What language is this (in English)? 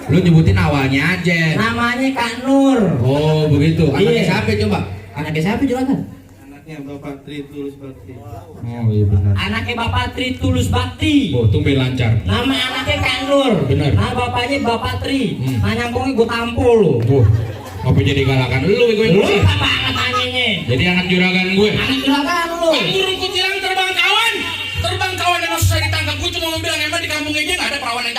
Betawi